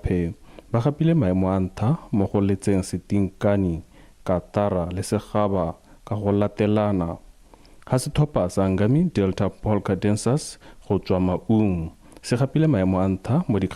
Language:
Tswana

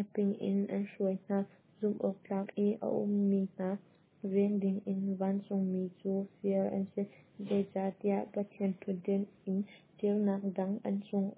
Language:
Hakha Chin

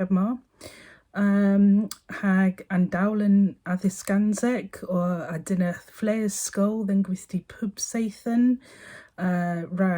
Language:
Cornish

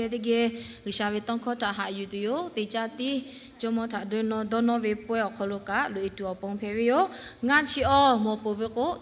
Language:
Lahu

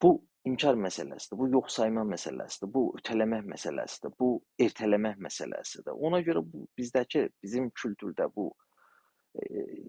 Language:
South Azerbaijani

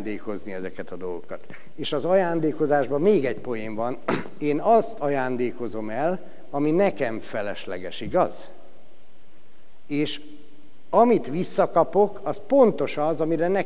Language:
Hungarian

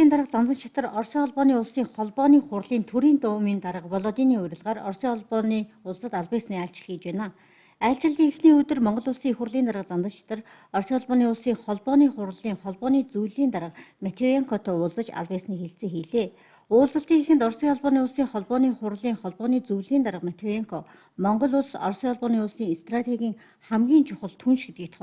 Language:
Mongolian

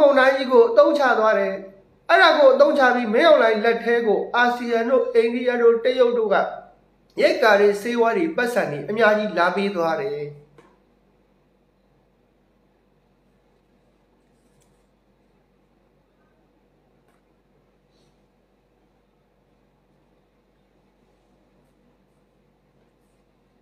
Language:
Burmese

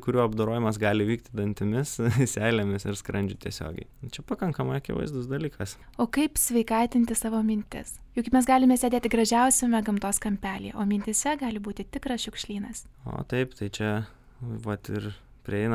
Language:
Lithuanian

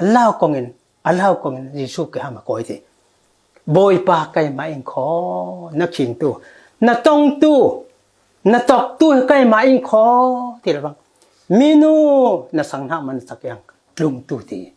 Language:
Falam Chin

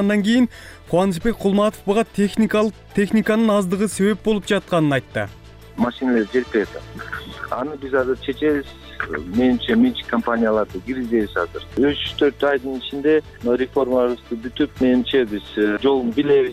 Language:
Kyrgyz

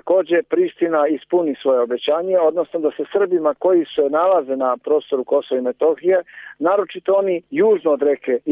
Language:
Serbian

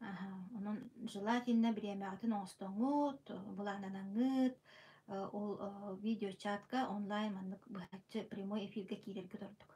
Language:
Yakut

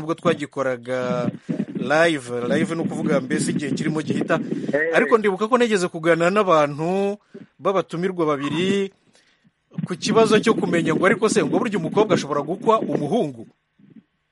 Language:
Kinyarwanda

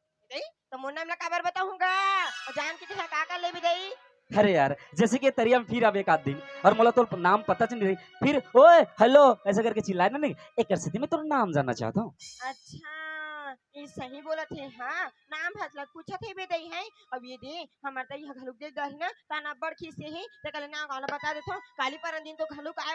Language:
Chhattisgarhi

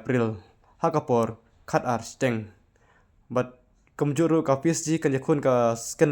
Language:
Khasi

